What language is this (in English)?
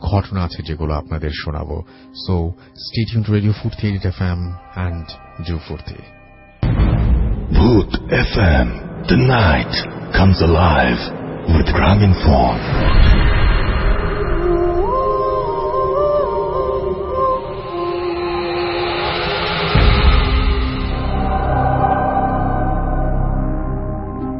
Bangla